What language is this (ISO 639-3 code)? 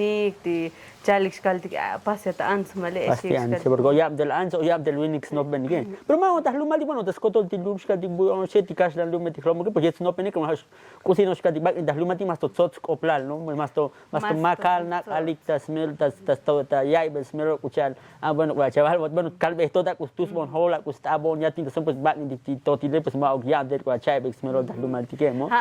tzo